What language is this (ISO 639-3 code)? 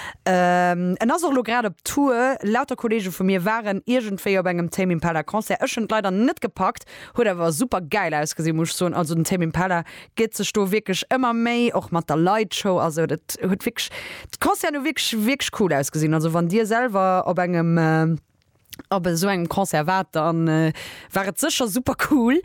ltz